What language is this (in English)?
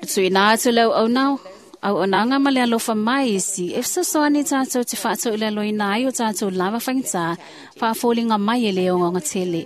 Samoan